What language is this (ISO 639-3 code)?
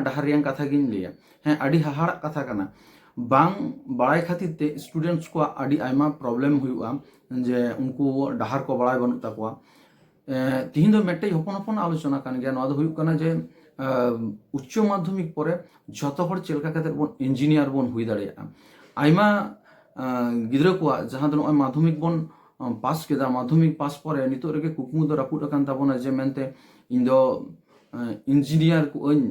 sat